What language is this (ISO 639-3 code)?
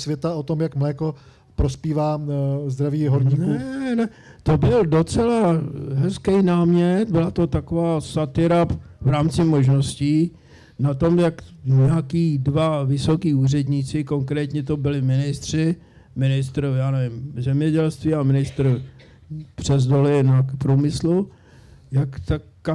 ces